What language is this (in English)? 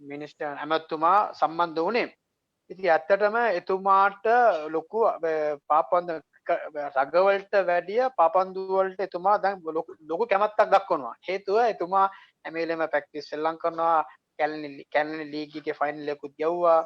Sinhala